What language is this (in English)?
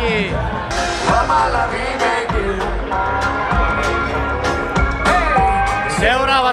Finnish